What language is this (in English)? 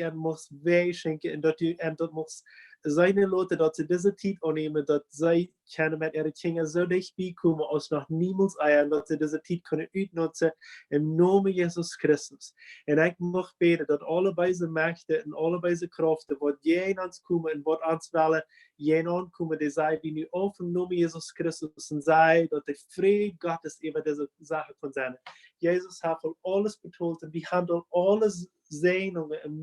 Plautdietsch